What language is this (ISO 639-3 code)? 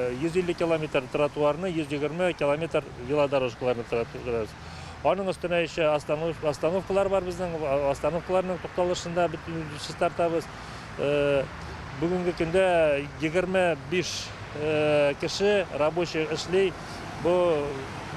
tat